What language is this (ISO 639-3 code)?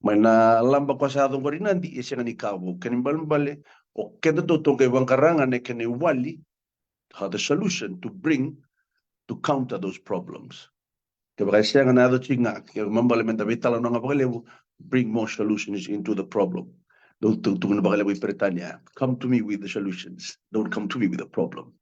fij